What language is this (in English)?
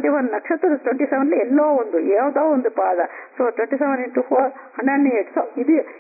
Kannada